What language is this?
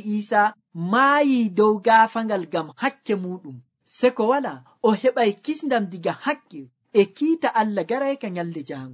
Nigerian Fulfulde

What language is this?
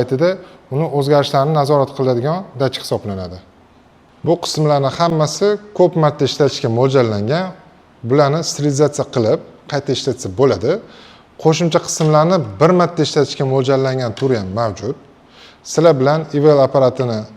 Uzbek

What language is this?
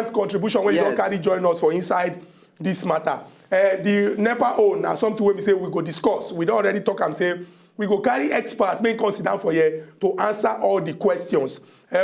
Nigerian Pidgin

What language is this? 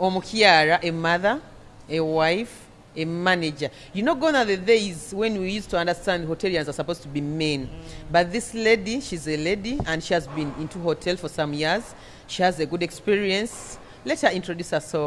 Nyoro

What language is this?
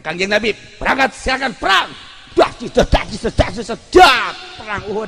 Sundanese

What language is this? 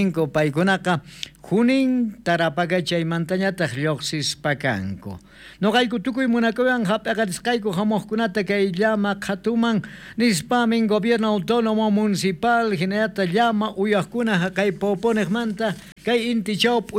South Bolivian Quechua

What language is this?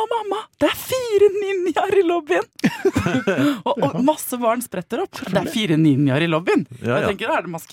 Norwegian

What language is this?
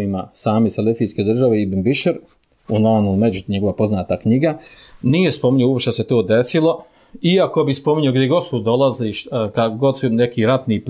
Bosnian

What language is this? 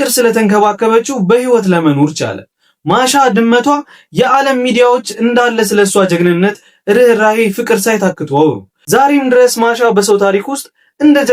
Amharic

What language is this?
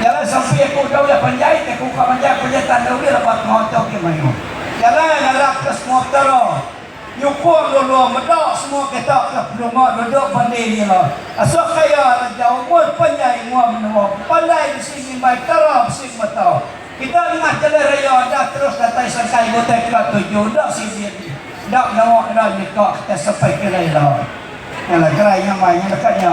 Iban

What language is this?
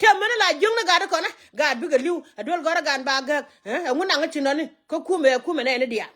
Nuer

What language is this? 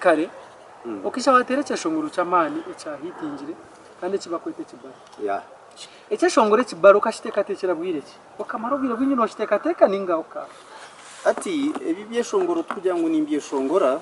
Nyankole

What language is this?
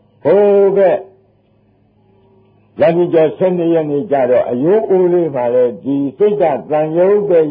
Burmese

